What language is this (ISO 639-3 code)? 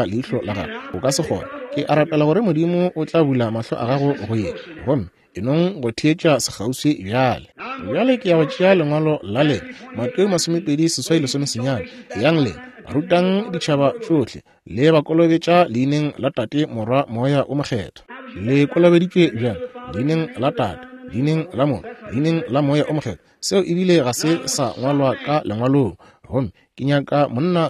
nso